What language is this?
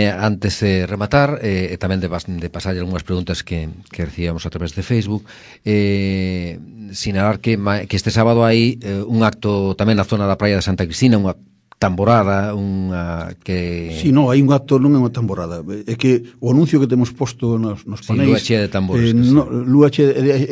Galician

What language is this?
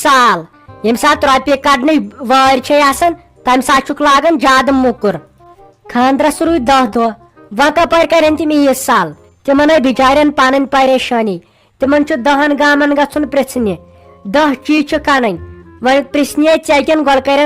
Kashmiri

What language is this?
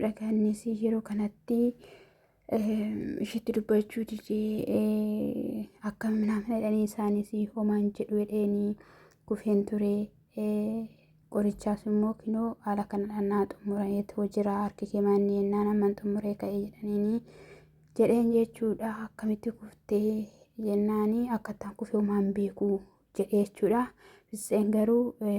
Oromo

